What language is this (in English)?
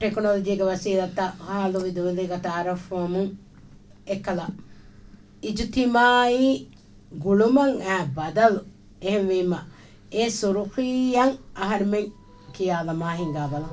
Divehi